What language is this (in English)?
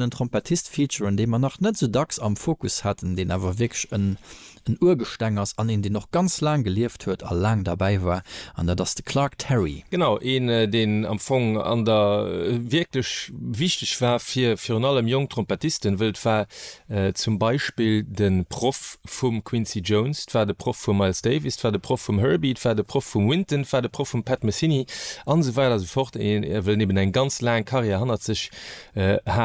Luxembourgish